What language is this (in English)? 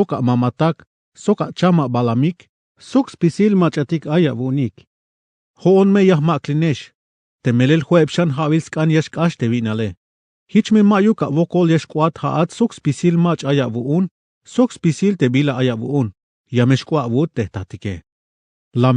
Tzeltal